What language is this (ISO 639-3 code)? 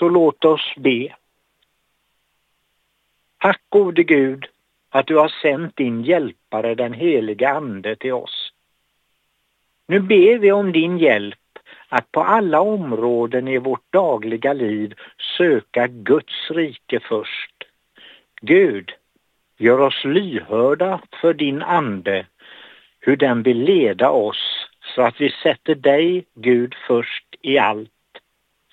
swe